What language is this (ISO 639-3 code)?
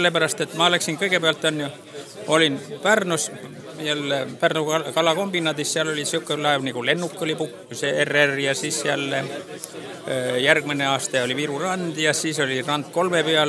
est